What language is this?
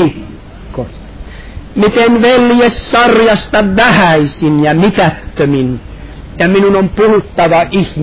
Finnish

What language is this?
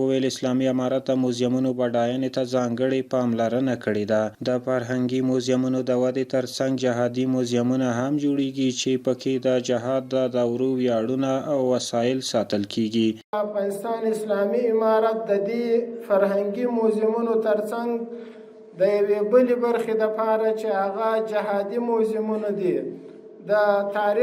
Pashto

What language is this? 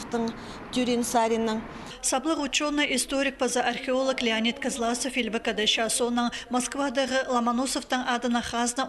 Khakas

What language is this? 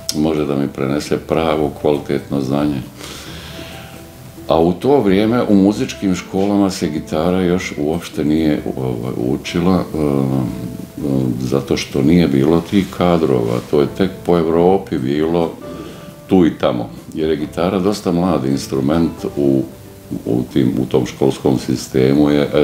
Bosnian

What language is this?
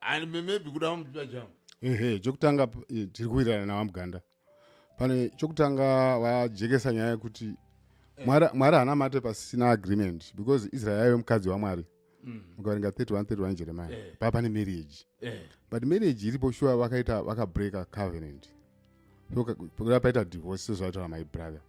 Shona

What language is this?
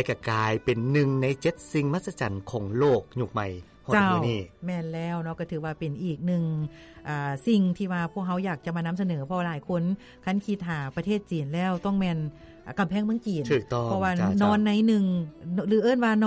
Lao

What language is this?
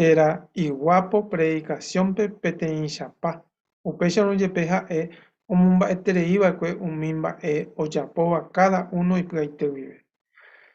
Guarani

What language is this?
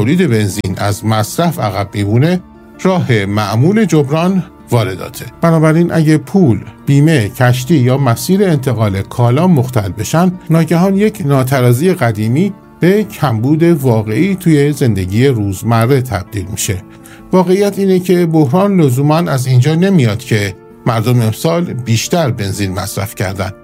Persian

